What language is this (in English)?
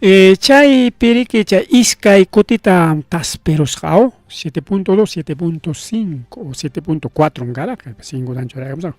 Ayacucho Quechua